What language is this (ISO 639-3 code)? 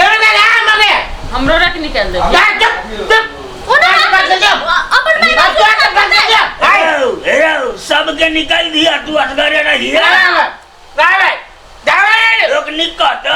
mai